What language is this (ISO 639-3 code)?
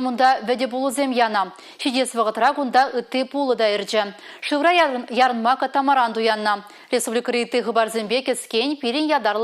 chv